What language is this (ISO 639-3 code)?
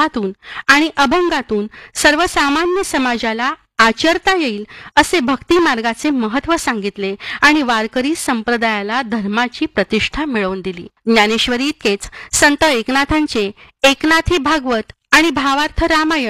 mar